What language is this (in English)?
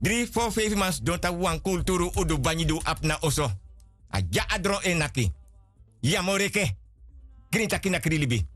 Sranan Tongo